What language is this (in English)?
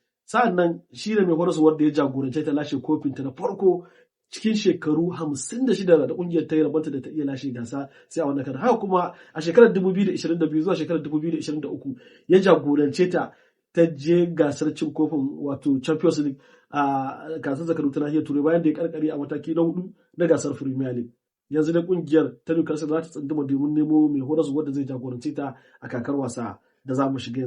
Hausa